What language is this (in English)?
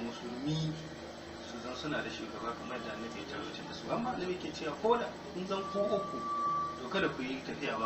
Hausa